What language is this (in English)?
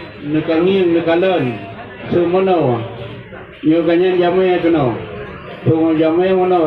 Achinese